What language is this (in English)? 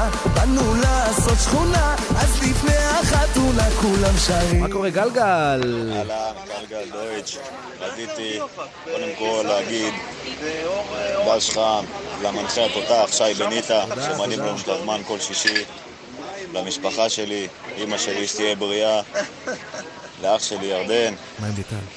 Hebrew